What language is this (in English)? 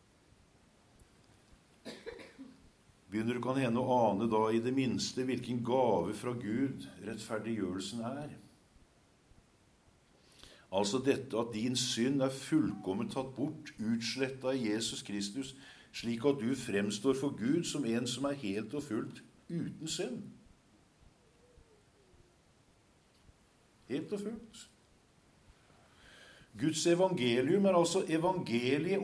Norwegian